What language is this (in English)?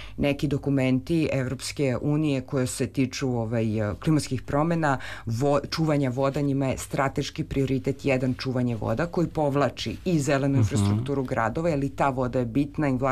Serbian